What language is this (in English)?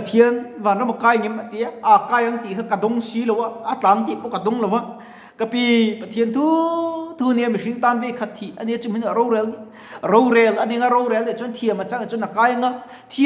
Mizo